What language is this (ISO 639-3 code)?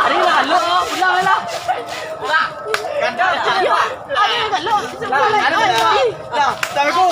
min